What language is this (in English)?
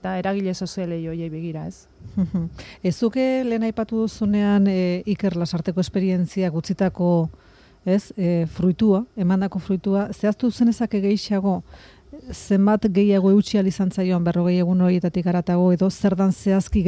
Basque